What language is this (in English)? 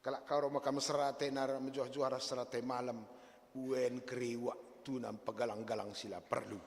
Batak Karo